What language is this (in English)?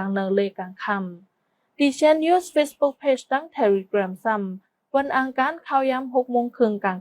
Shan